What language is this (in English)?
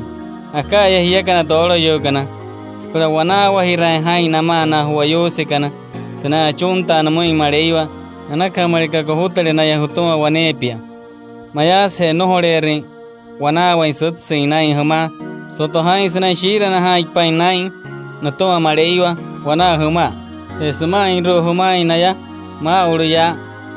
Wayuu